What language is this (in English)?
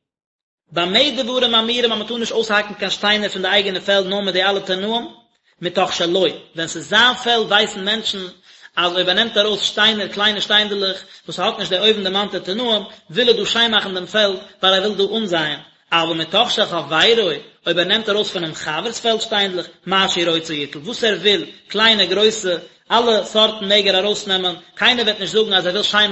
Yiddish